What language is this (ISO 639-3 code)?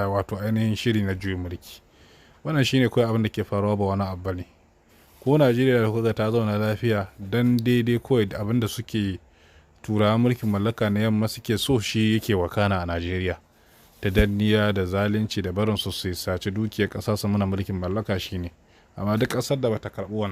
hau